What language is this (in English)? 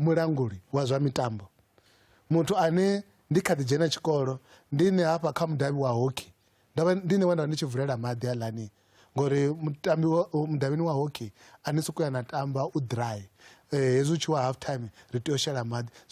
Venda